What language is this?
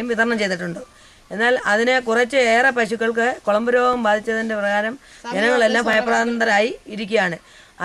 Malayalam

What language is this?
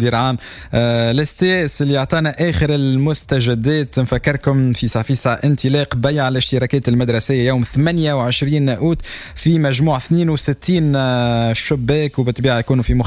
Tunisian Arabic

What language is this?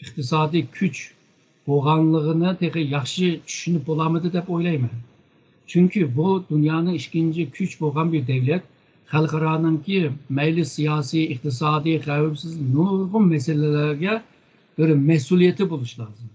Uyghur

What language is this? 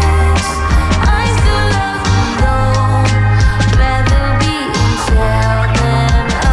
Basque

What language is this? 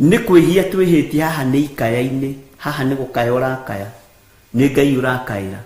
Kikuyu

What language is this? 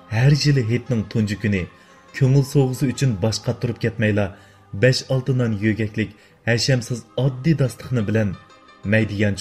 Uyghur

